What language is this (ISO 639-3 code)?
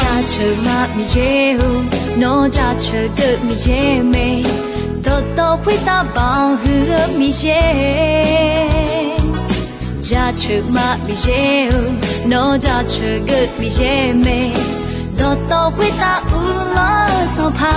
ahk